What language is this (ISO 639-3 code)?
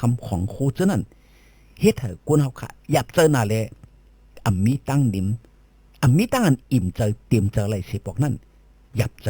shn